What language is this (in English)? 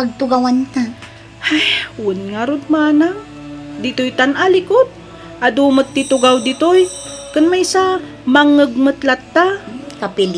Iloko